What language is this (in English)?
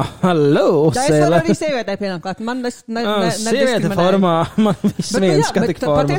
Latvian